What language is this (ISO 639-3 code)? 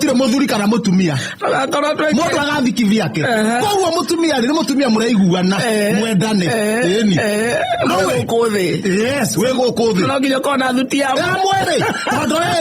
kik